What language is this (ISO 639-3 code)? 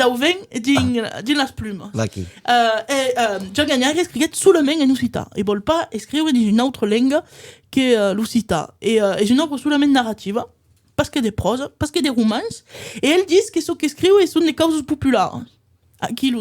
oci